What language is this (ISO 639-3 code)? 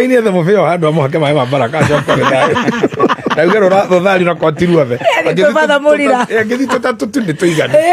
kik